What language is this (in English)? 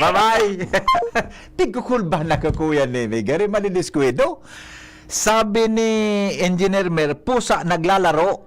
Bikol